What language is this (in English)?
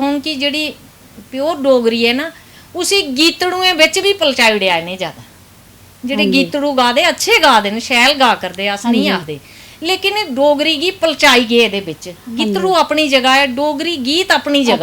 Dogri